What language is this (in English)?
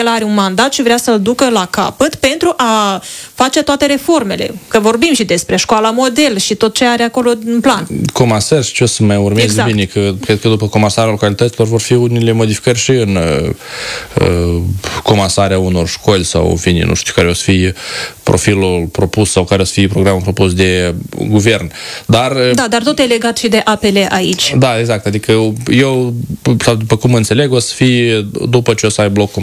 Romanian